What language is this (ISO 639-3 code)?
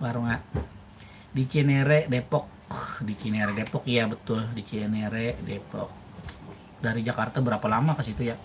bjn